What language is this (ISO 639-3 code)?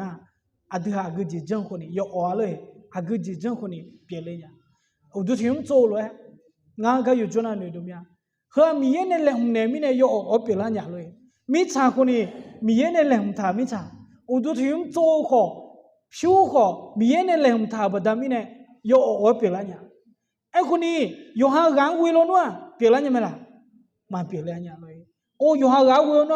ahk